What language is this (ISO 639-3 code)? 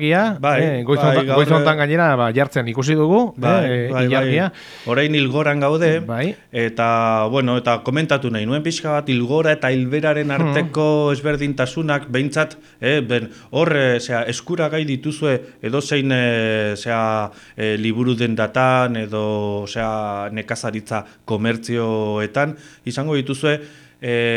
eus